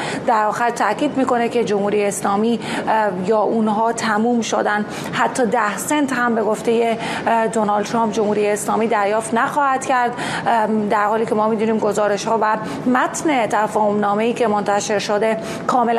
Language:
Persian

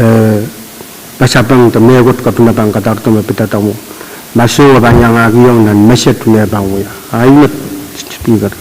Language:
Pohnpeian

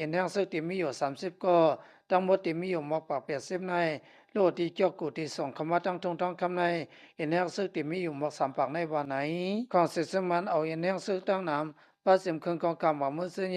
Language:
Lao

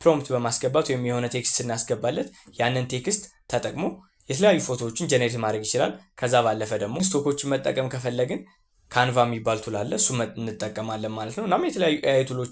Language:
Amharic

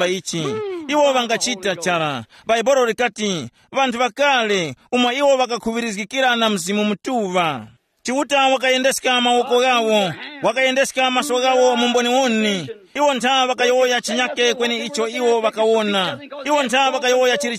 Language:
Tumbuka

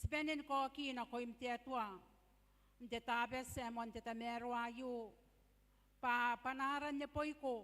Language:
Gilbertese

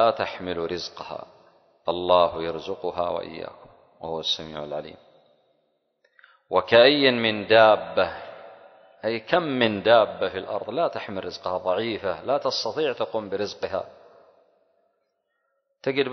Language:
Arabic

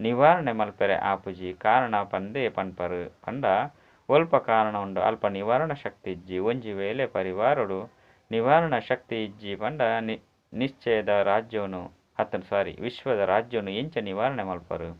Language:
Tulu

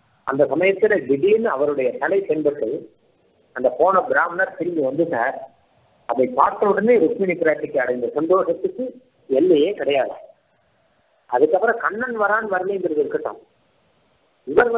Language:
Tamil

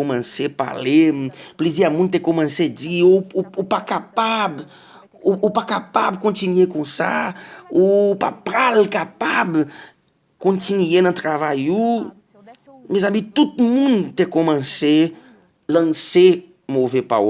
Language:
Haitian Creole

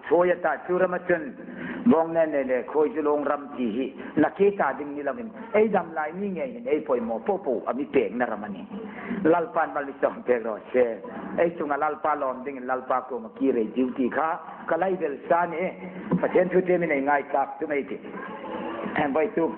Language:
Hmar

